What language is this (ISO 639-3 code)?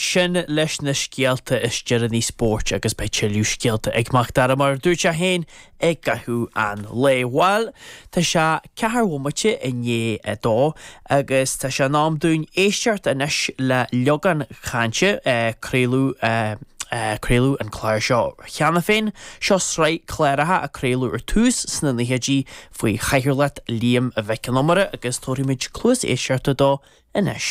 gle